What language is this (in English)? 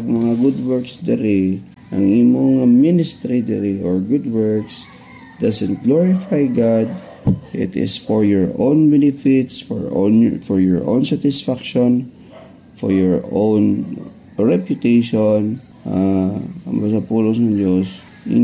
Hiligaynon